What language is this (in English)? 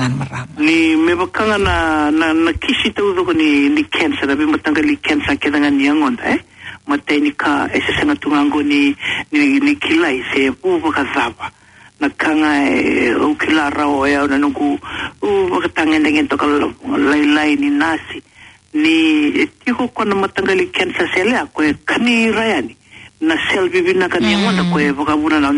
Fijian